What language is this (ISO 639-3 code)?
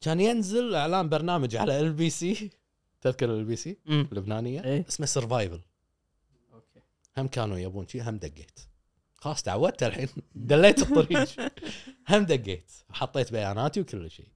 afb